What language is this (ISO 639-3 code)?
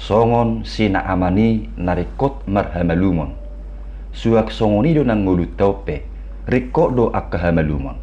bbc